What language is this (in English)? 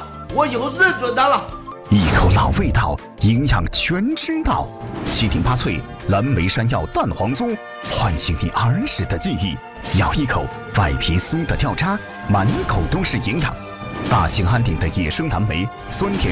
Chinese